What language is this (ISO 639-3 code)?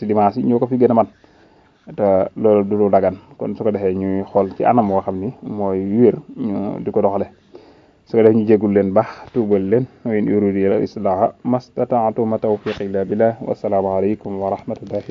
wol